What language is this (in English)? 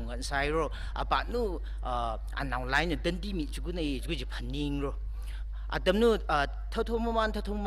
Tangkhul Naga (India)